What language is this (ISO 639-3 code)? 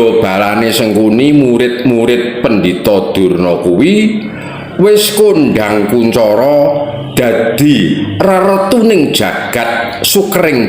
jav